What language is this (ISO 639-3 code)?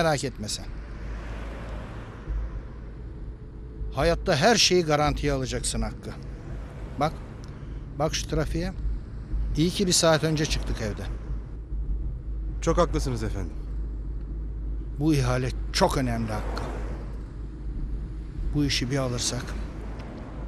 tur